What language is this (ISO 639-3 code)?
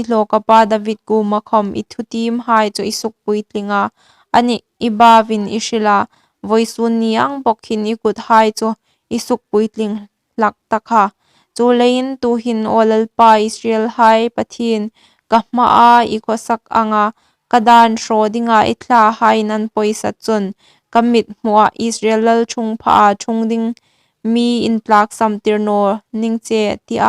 hmr